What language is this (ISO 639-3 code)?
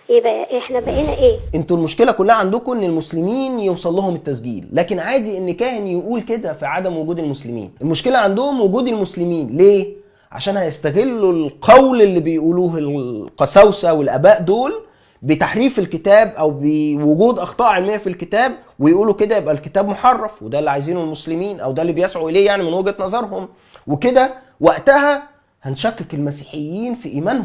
arz